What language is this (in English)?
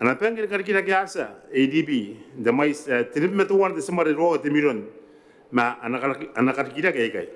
Gilbertese